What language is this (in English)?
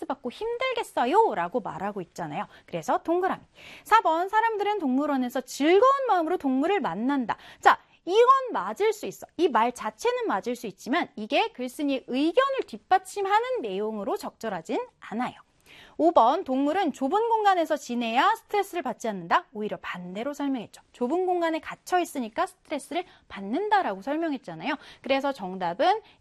Korean